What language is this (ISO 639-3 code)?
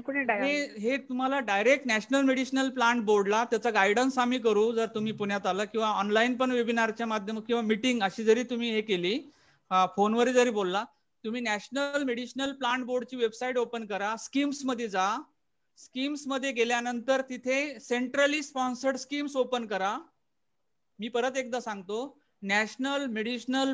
mar